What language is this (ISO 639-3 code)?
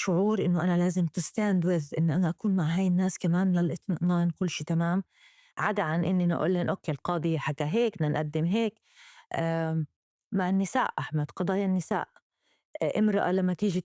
apc